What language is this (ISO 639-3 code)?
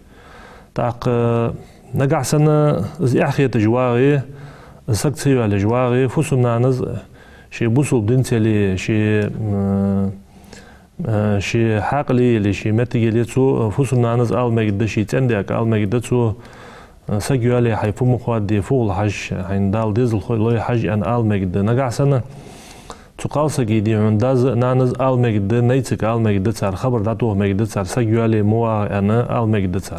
inh